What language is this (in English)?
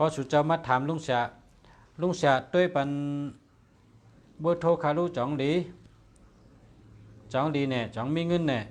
Shan